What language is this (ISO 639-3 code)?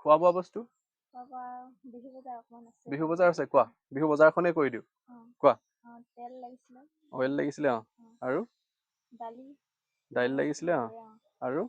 asm